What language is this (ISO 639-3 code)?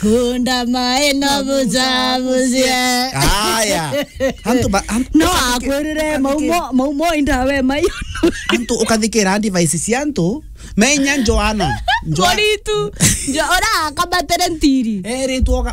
mer